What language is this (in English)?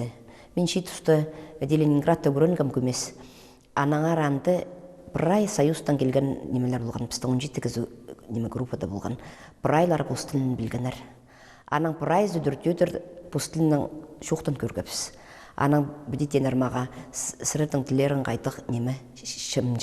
Khakas